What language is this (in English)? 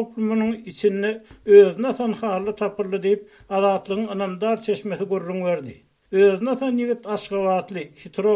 Turkmen